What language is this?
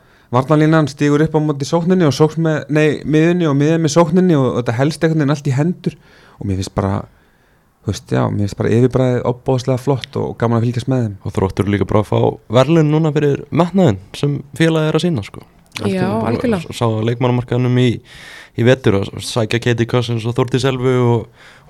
Icelandic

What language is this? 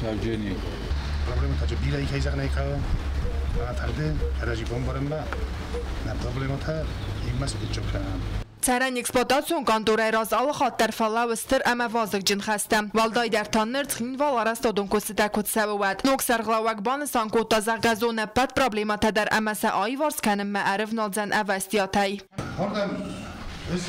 Ossetic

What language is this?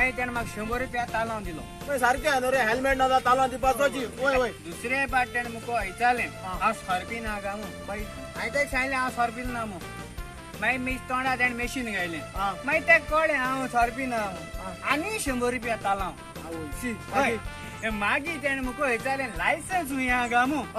Konkani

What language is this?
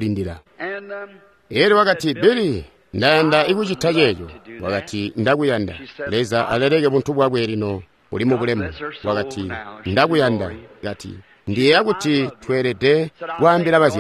Tonga (Zambia)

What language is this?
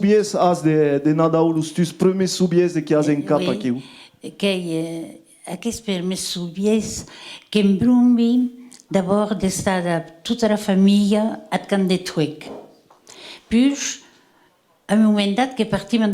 Occitan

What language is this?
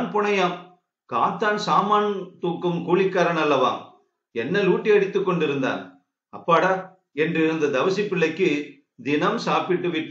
Tamil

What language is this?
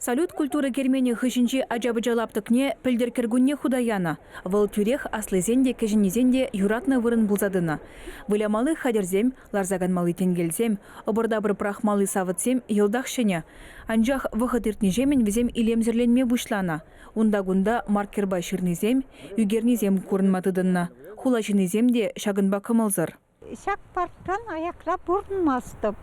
Chuvash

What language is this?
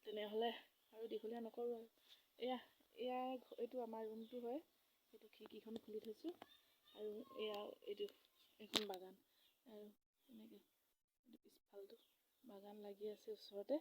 Assamese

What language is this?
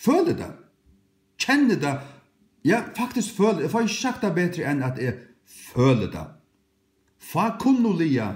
Faroese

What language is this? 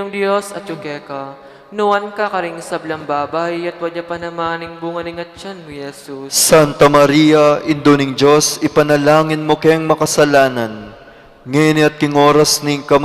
Pampanga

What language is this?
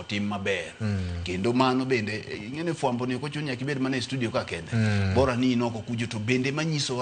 Luo (Kenya and Tanzania)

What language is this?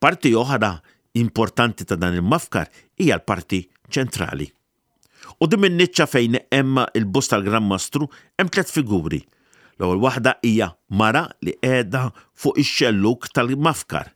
Maltese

